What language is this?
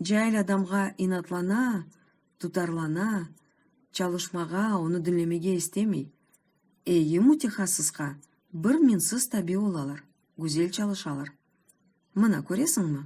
Crimean Tatar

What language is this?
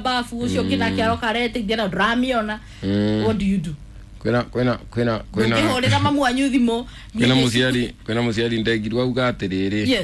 Kikuyu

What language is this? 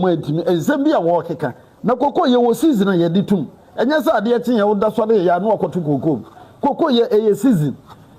Akan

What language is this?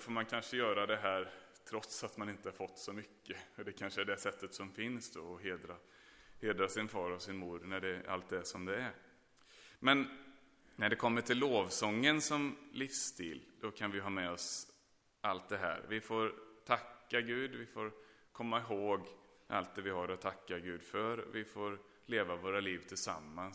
Swedish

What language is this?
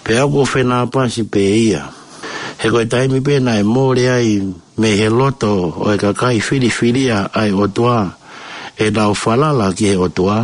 Tongan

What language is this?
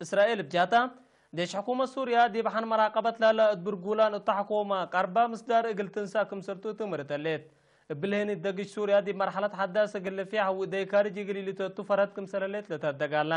Tigre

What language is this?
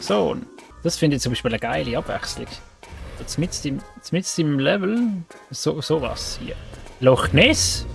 Swiss German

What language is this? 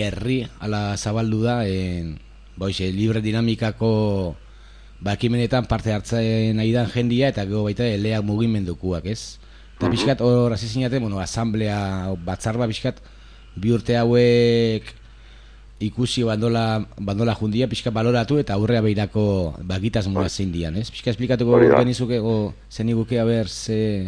Basque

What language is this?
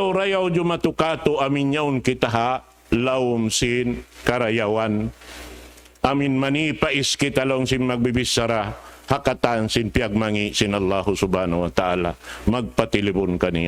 Tausug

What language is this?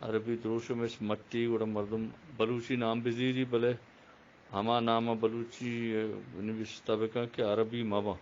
Eastern Balochi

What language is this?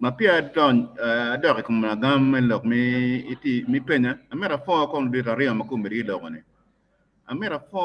Acoli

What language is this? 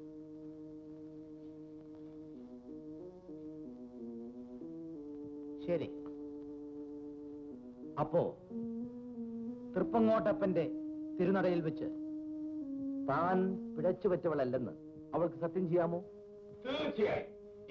Malayalam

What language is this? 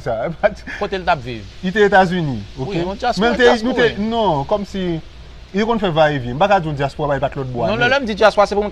Haitian Creole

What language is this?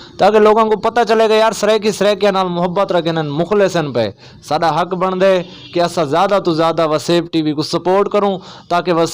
Saraiki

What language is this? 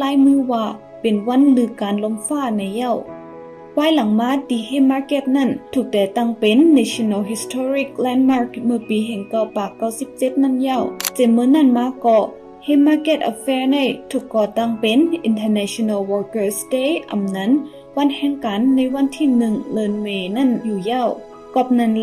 Shan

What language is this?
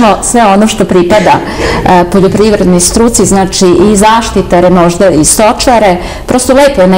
Serbian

